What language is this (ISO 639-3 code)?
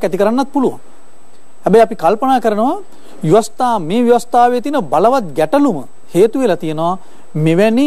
sin